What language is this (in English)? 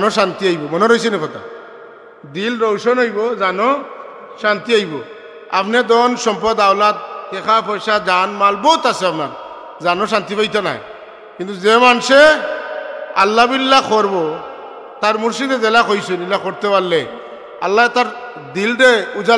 Sylheti